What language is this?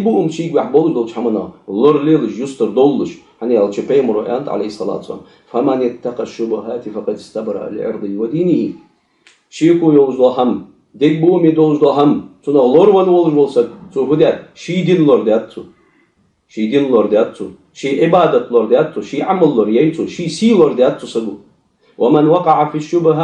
Ingush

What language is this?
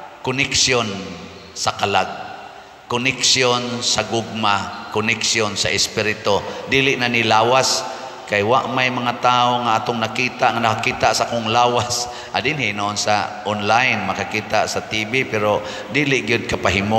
Cebuano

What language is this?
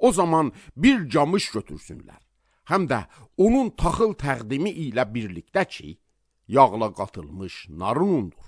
Azerbaijani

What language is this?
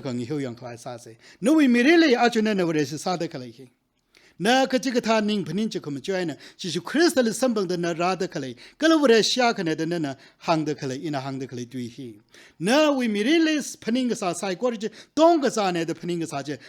Tangkhul Naga (India)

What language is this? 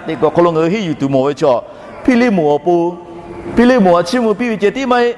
Lahu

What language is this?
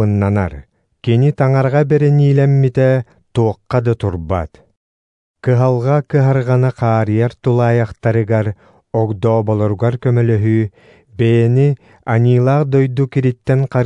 Yakut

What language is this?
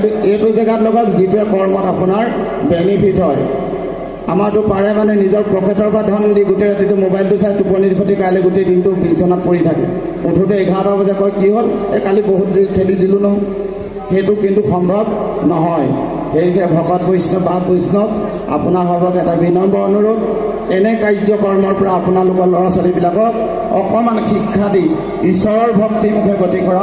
Assamese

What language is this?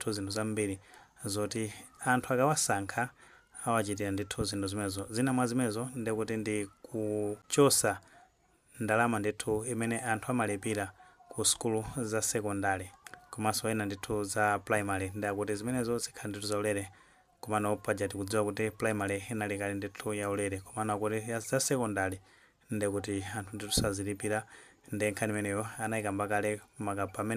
Nyanja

